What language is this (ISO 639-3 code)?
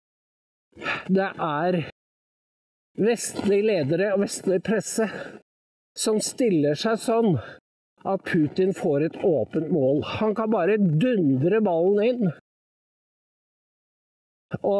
nor